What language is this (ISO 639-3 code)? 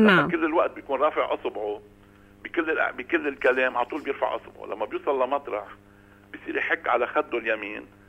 apc